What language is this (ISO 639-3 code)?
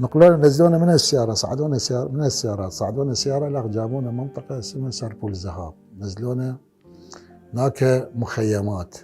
acm